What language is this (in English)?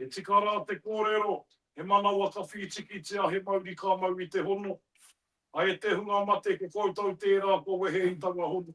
Māori